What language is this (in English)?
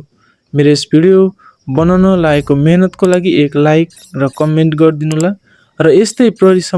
Nepali